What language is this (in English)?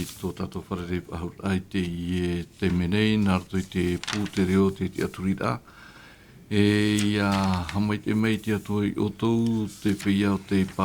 Tahitian